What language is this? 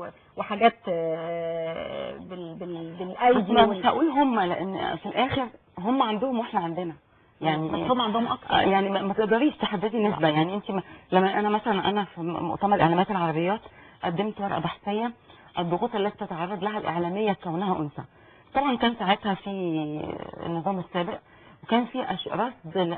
Egyptian Arabic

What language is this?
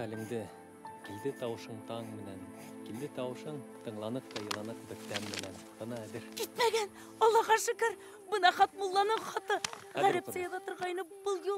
Bashkir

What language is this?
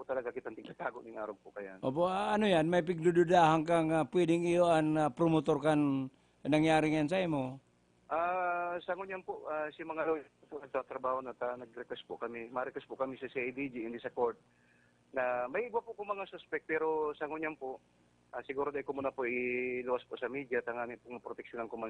Bikol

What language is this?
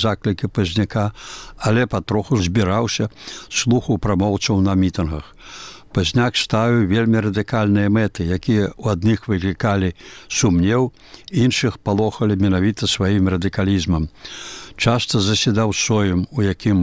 Belarusian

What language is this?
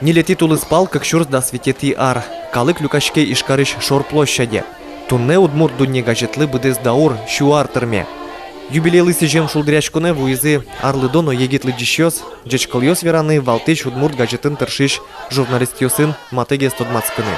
Udmurt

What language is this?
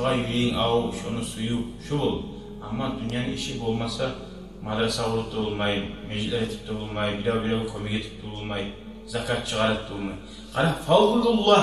Kumyk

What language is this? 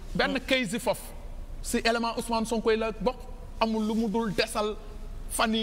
Wolof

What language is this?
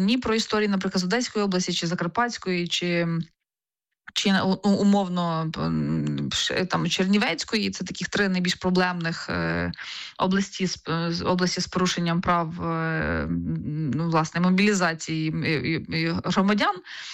Ukrainian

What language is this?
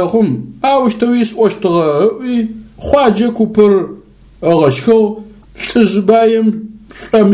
Adyghe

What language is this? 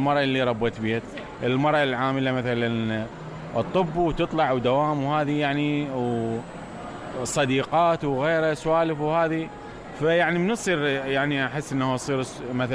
Mesopotamian Arabic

